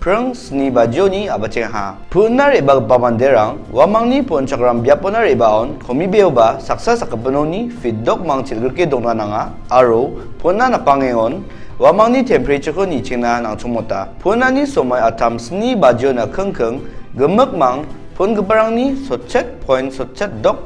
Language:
Garo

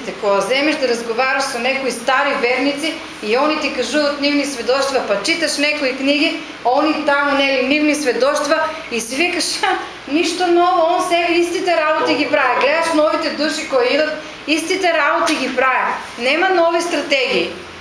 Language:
Macedonian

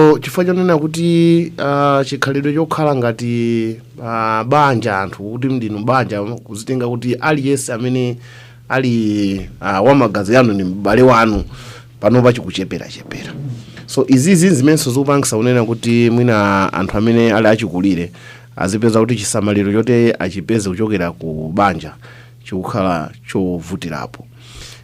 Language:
Nyanja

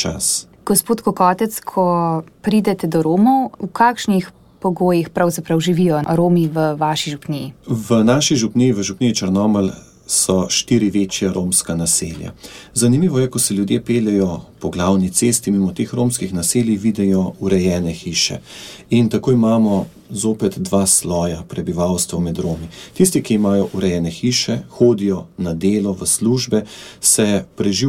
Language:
Slovenian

